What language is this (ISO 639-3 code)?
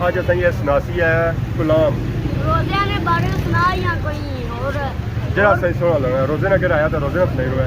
phr